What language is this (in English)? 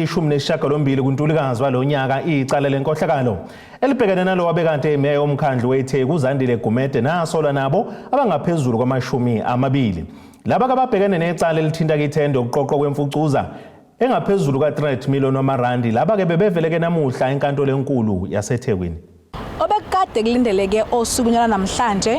Zulu